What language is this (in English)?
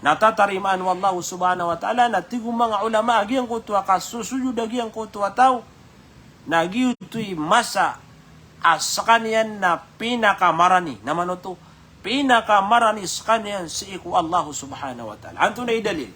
Maranao